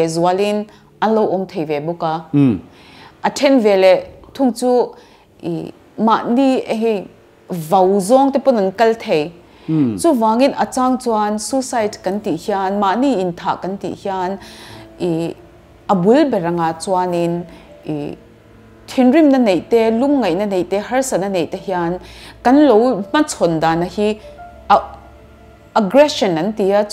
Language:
Mizo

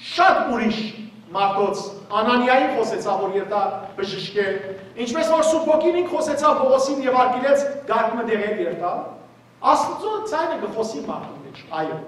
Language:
Western Armenian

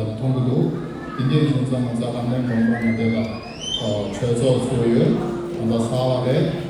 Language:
Tibetan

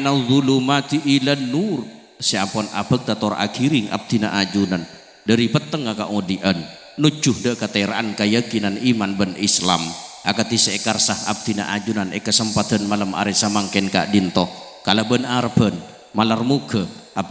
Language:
Madurese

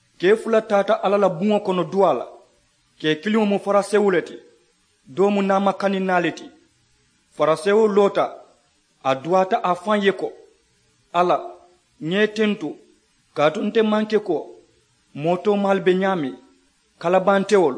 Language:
Mandingo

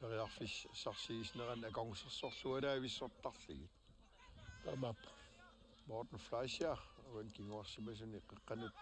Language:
Kalaallisut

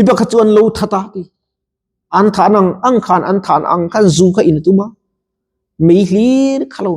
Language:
Mizo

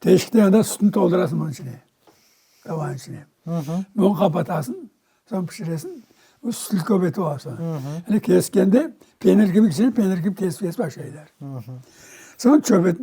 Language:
Crimean Tatar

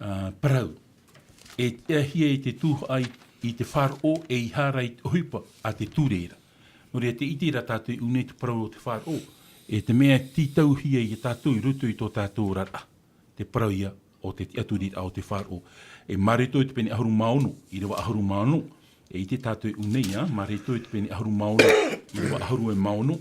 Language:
Tahitian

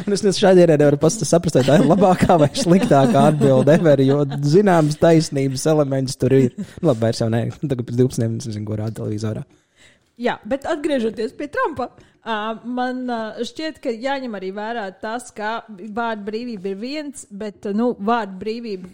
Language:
Latvian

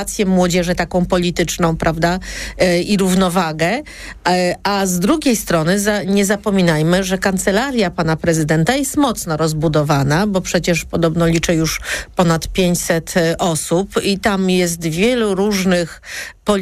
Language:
Polish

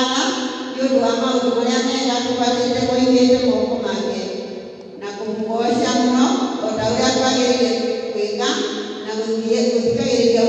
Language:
Kikuyu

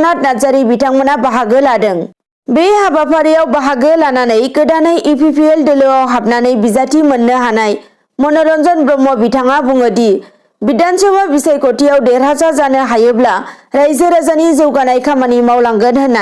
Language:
Bodo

